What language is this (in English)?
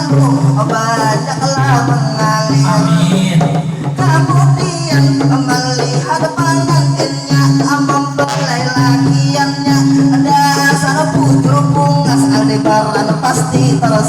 Banjar